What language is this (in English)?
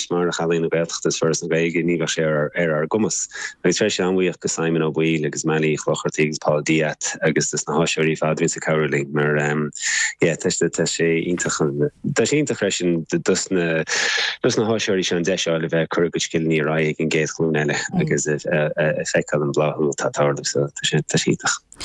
Irish